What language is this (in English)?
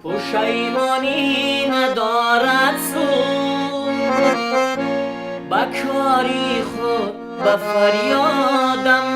Tajik